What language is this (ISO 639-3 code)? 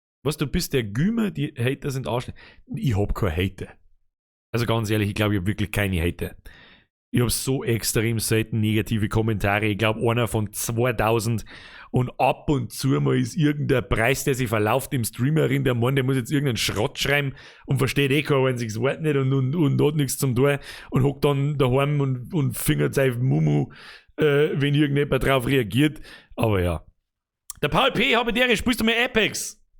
bar